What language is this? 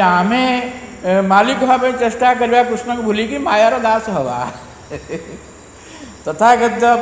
Odia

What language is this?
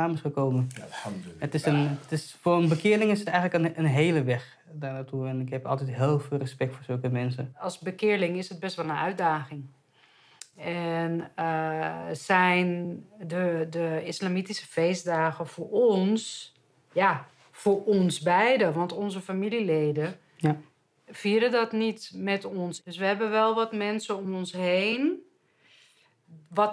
Dutch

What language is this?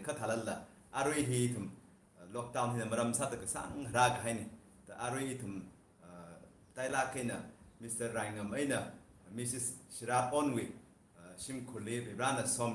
Tangkhul Naga (India)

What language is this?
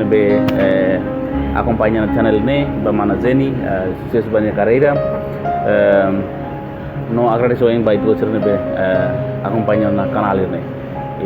Tetum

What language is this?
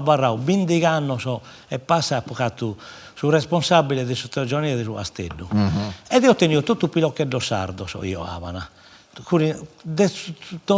Sardinian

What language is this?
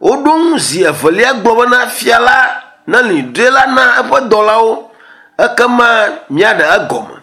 Ewe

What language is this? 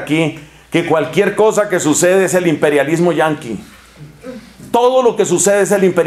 Spanish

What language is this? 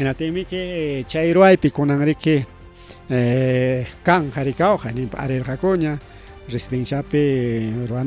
Ayacucho Quechua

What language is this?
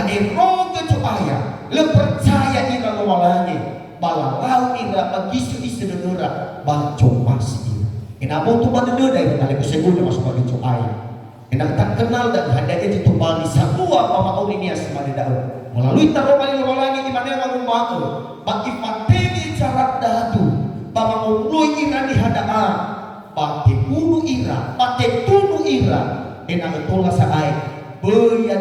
Nias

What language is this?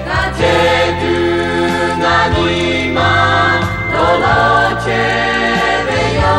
Lahu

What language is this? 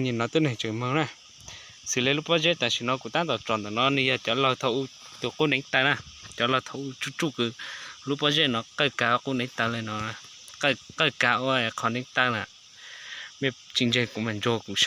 Hmong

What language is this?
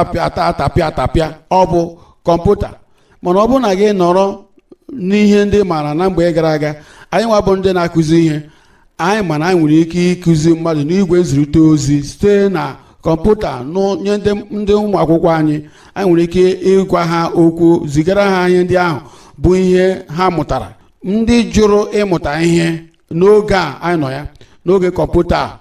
Igbo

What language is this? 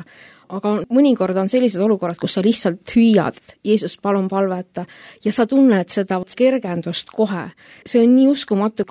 Estonian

